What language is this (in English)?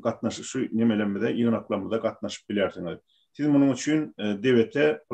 Turkmen